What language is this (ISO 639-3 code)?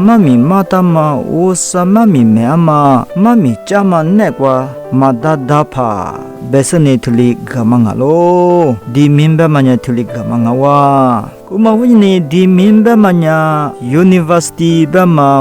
lis